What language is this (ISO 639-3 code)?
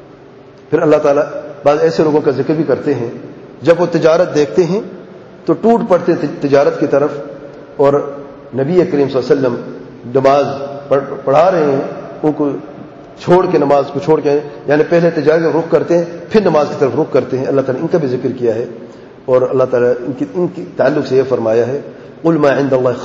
urd